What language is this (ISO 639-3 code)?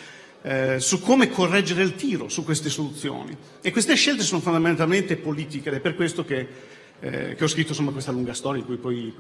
ita